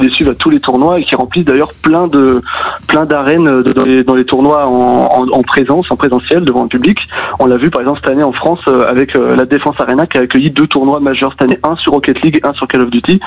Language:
French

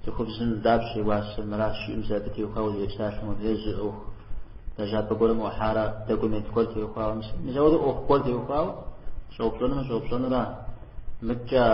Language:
Kabardian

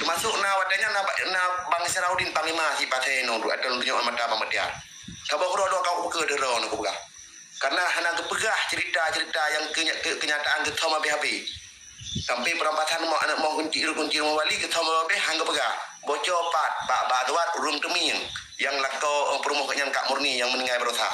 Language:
Achinese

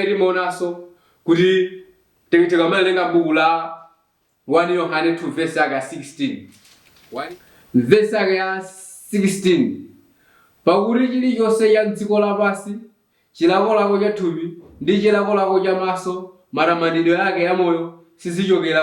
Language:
Nyanja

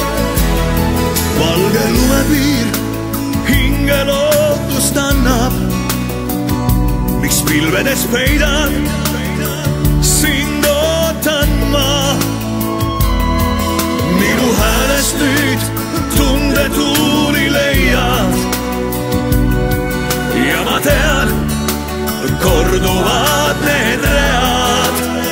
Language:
Estonian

